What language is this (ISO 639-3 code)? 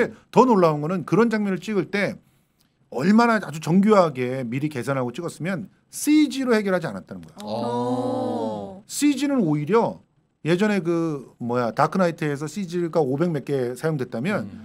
kor